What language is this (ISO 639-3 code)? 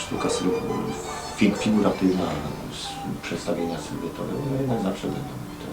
szl